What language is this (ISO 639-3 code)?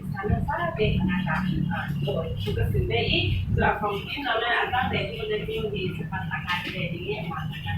cfm